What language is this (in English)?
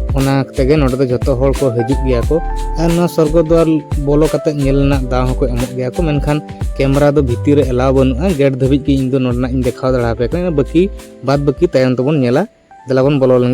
Santali